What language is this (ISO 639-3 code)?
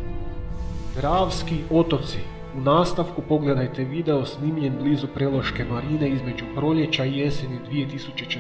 hrv